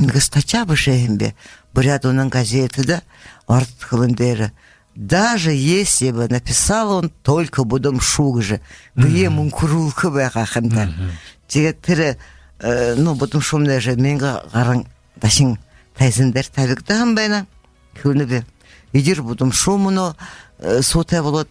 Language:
Buriat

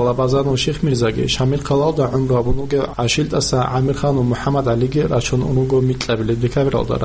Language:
Avaric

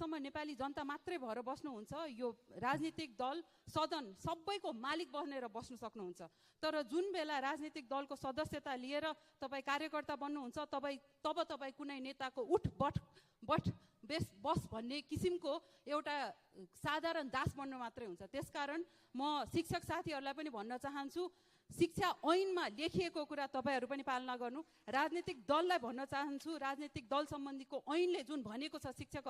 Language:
Nepali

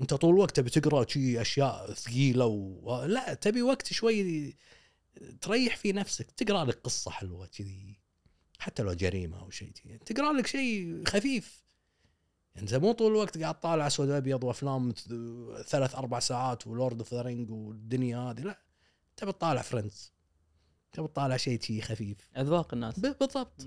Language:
Gulf Arabic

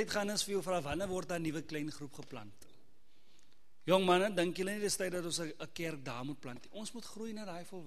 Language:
Afrikaans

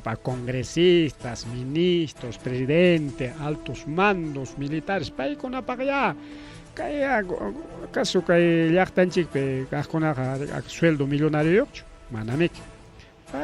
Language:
Ayacucho Quechua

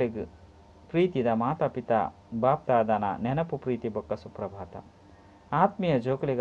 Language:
Tulu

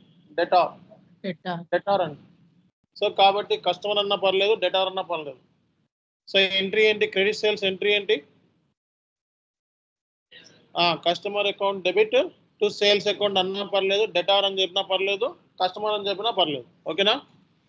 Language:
Telugu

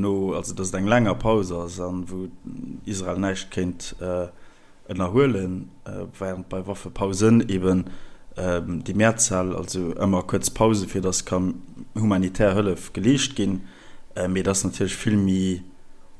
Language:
Luxembourgish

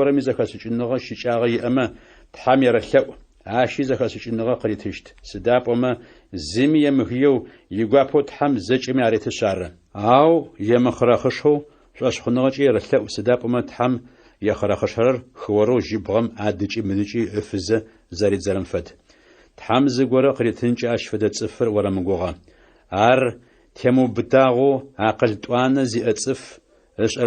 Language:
Adyghe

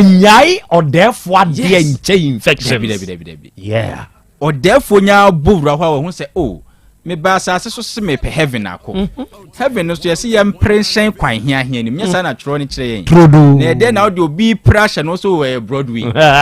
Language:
Akan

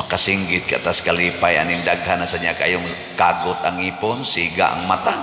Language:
Cebuano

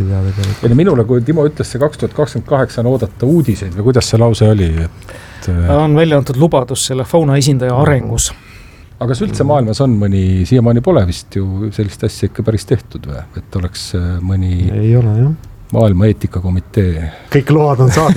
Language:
Estonian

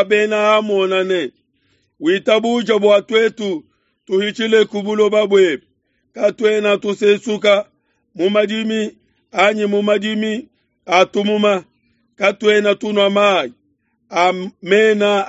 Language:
Luba-Lulua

